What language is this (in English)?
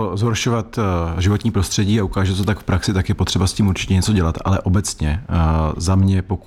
Czech